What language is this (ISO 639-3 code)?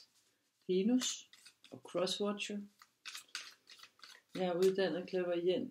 dan